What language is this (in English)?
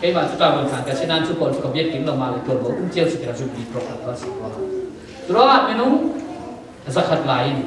Falam Chin